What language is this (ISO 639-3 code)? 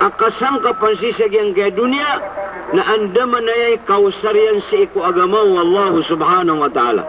mrw